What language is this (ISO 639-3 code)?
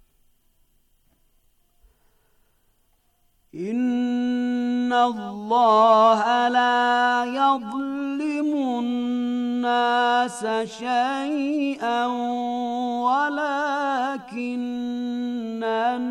bos